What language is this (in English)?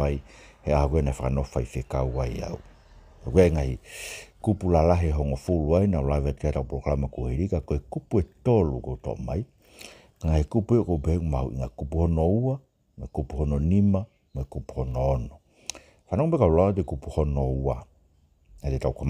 Tongan